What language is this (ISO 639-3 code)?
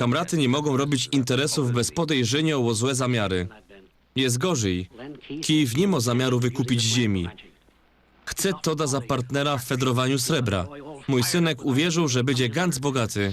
szl